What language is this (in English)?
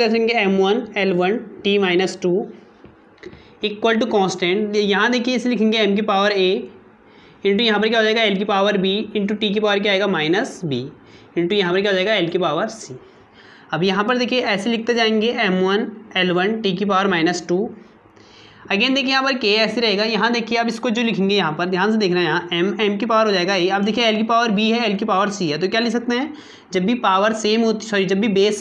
Hindi